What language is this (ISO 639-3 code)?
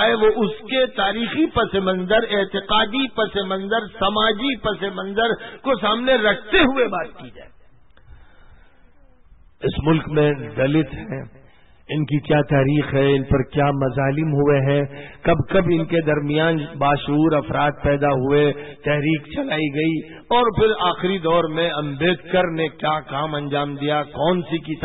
urd